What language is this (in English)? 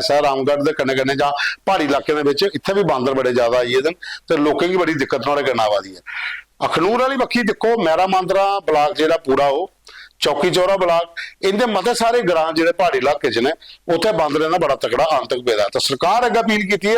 Dogri